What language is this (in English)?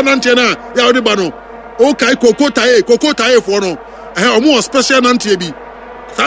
Akan